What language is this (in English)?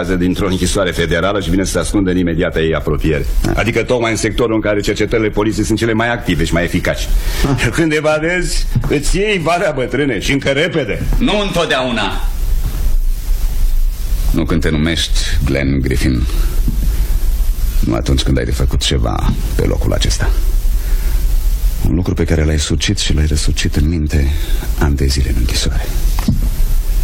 Romanian